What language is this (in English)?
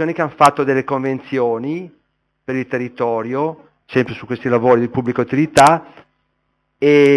Italian